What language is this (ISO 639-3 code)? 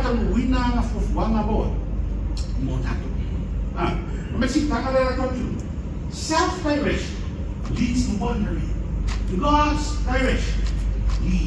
smo